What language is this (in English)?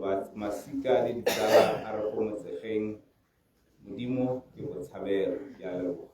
Tswana